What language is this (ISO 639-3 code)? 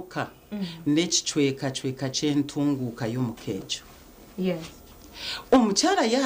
nyn